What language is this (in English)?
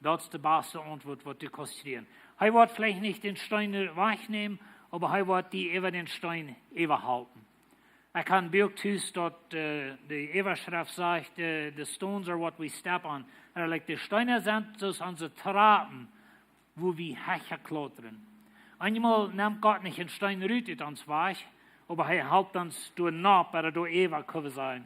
Plautdietsch